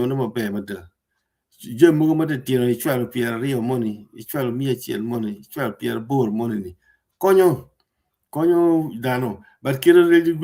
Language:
Acoli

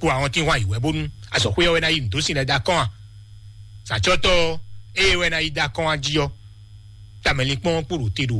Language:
Fon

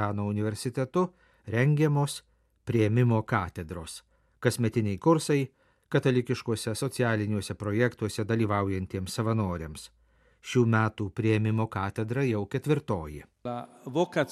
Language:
Lithuanian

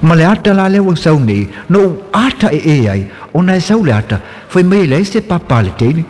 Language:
Samoan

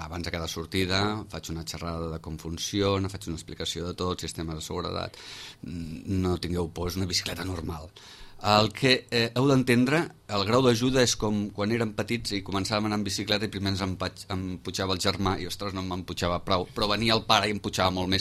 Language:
Catalan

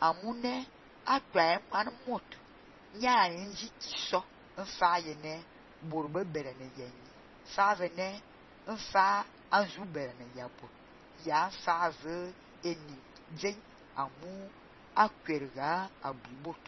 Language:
Fang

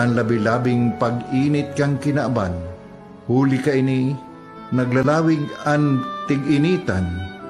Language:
Bikol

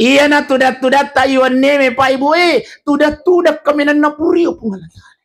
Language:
Buginese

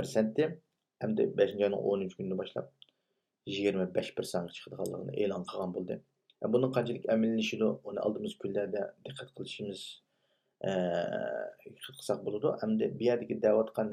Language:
Uyghur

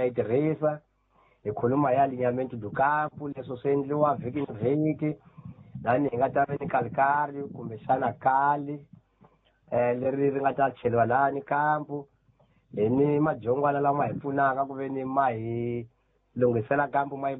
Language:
Tsonga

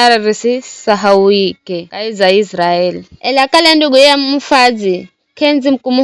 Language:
Giryama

